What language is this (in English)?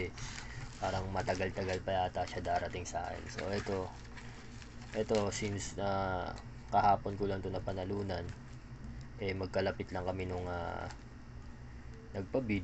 Filipino